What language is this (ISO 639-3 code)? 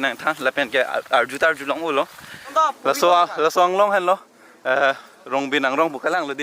mjw